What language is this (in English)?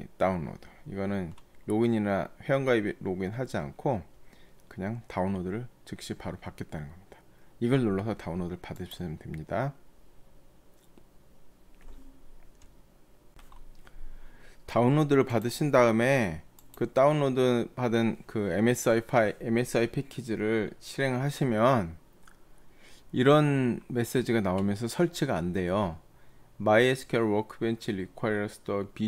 Korean